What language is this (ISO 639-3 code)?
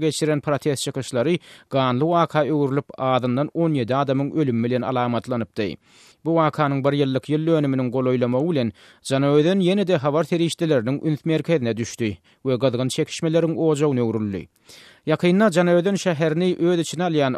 tuk